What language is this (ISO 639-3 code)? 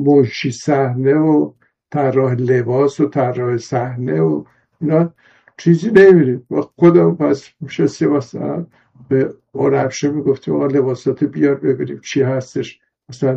fas